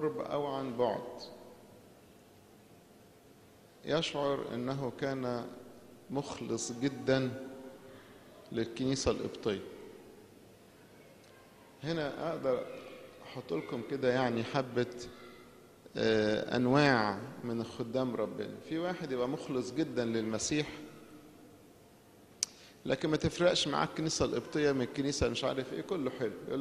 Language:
Egyptian Arabic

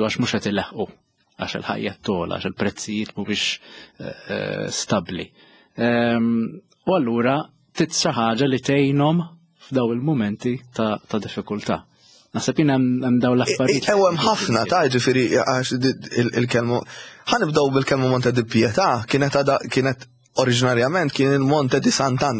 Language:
Maltese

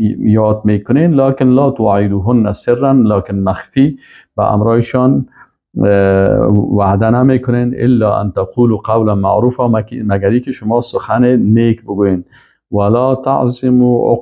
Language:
Persian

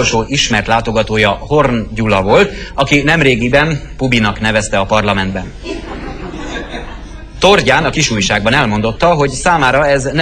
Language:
Hungarian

